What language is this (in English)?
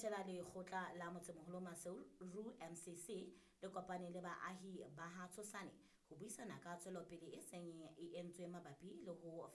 Southern Sotho